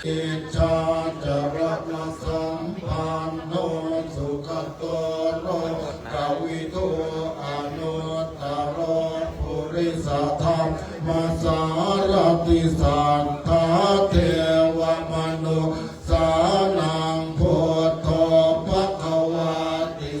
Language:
Pali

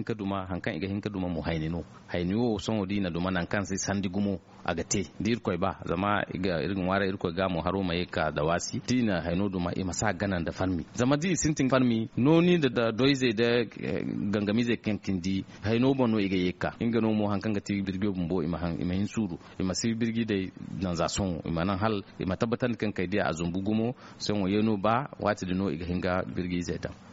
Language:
Zarma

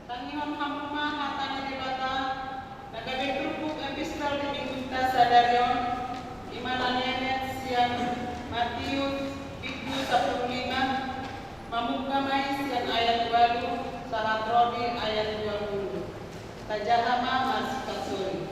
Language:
Batak Toba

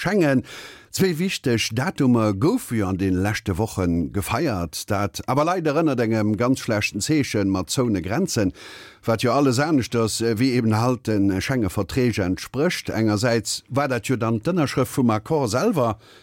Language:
Luxembourgish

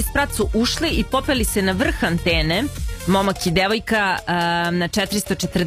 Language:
Serbian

